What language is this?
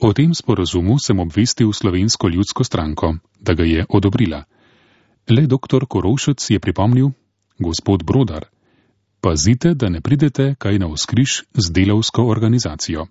Slovenian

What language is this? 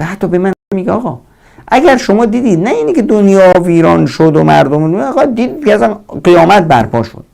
Persian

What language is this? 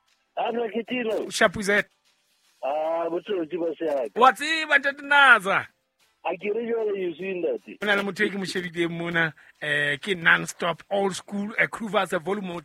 Southern Sotho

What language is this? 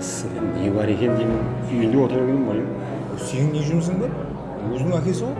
Kara-Kalpak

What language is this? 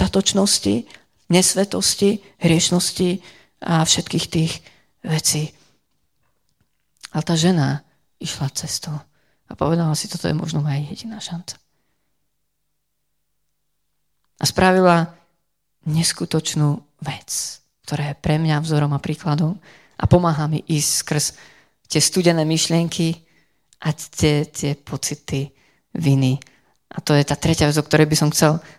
Slovak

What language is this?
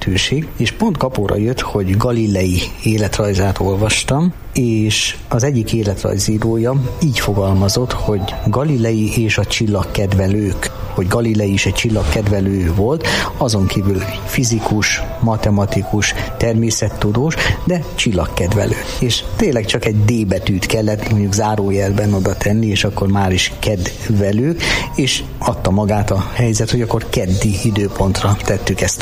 Hungarian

